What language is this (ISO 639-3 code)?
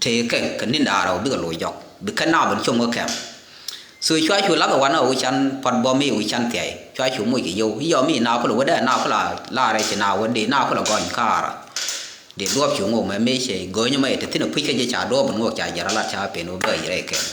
nus